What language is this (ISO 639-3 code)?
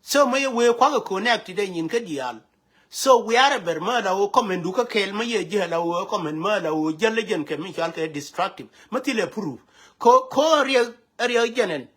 nus